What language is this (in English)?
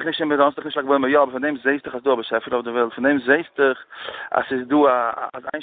Yiddish